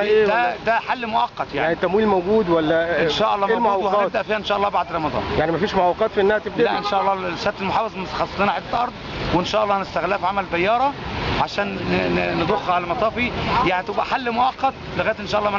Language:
Egyptian Arabic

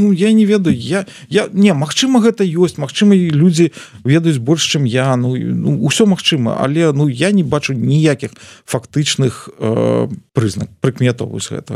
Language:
Belarusian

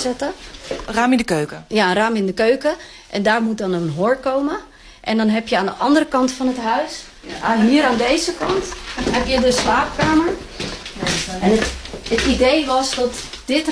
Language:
Dutch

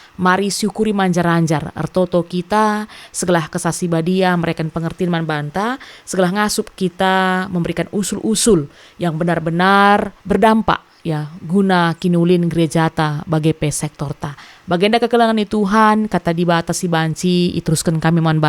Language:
Batak Karo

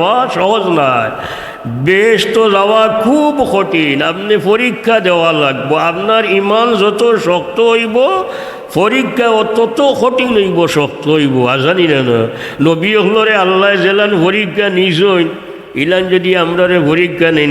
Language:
Sylheti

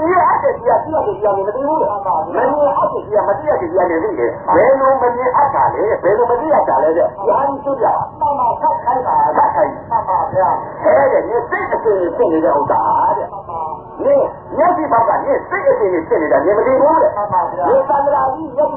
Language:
Burmese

